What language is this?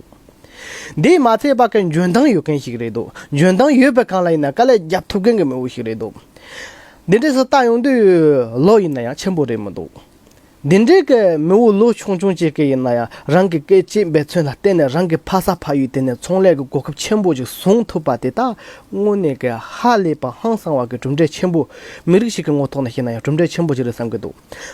Tibetan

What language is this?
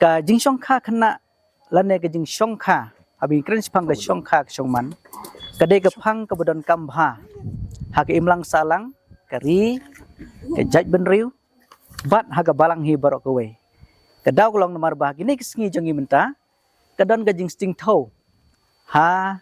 Khasi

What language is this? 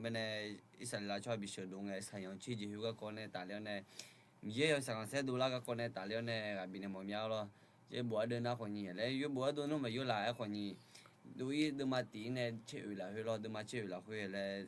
Akha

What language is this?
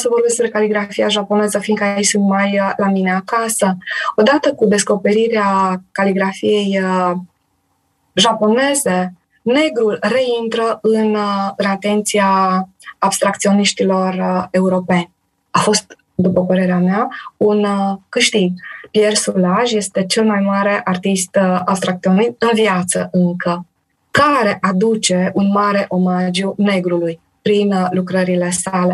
Romanian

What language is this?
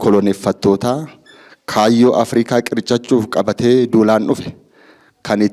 Oromo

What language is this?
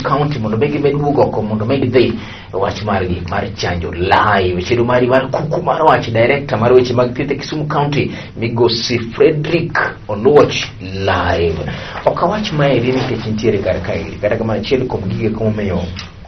Luo (Kenya and Tanzania)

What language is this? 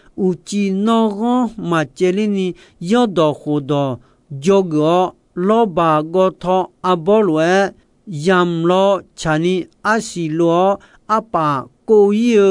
Akha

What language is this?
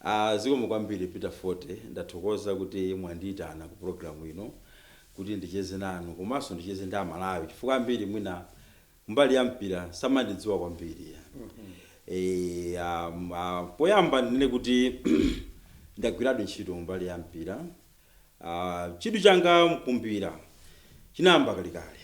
Nyanja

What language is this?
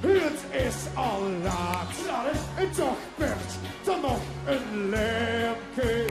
Limburgish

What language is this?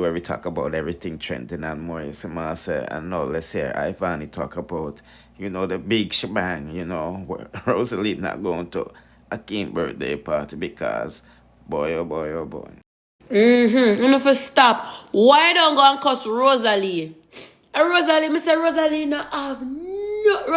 Jamaican Creole English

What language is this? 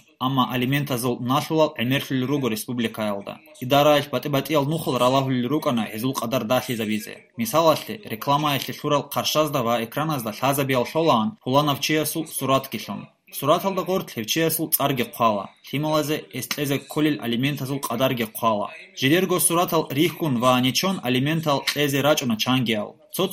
Avaric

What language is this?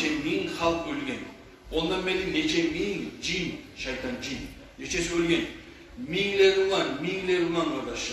Kumyk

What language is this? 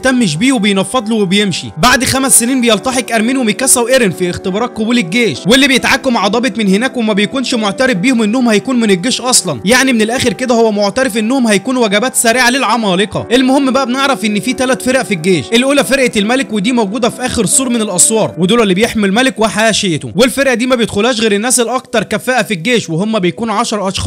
Egyptian Arabic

